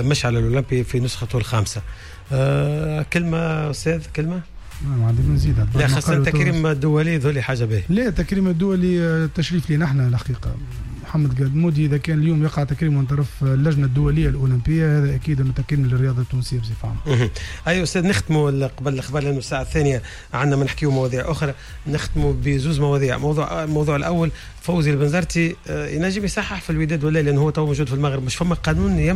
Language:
Tunisian Arabic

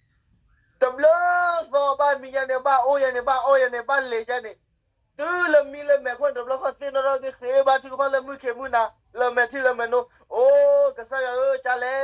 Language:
S'gaw Karen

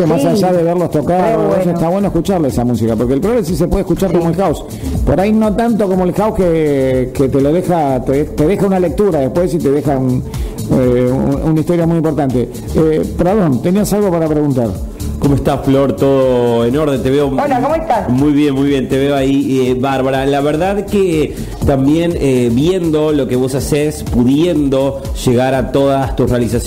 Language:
Spanish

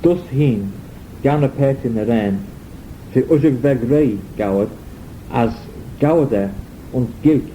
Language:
Manx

